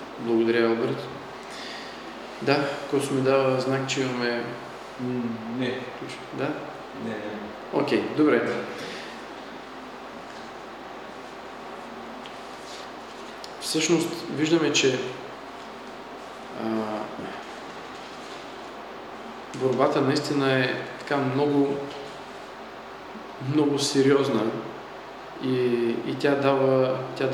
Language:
Bulgarian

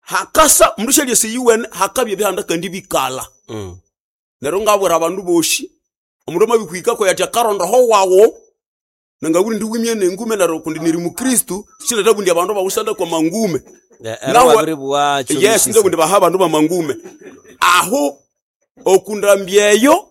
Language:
Nande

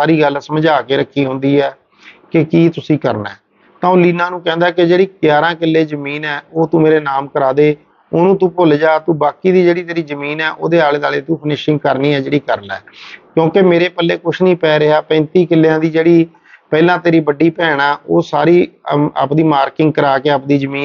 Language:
Punjabi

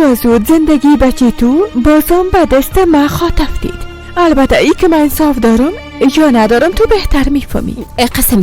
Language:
Persian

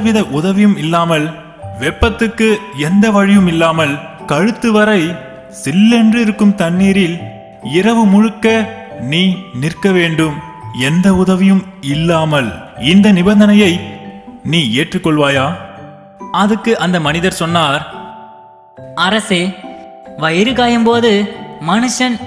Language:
Tamil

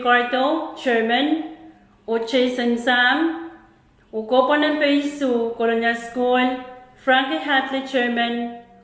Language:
Pohnpeian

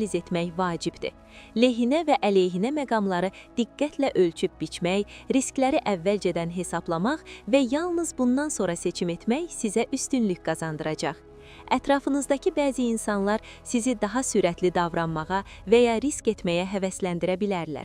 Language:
Azerbaijani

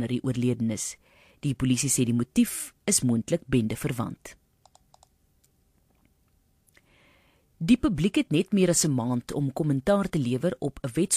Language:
Afrikaans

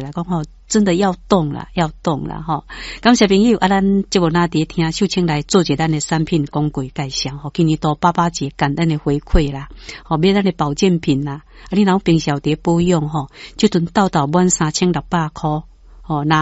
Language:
Min Nan Chinese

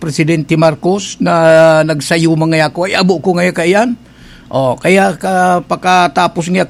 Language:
Bikol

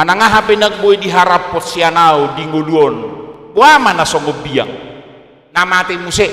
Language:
Batak Toba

